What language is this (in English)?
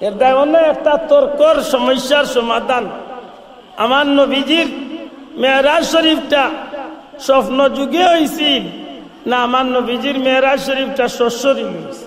Sylheti